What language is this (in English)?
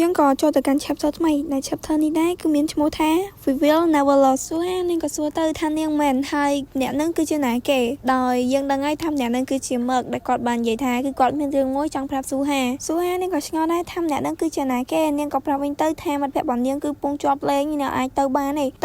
Khmer